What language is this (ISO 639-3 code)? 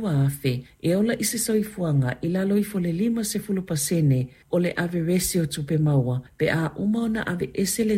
smo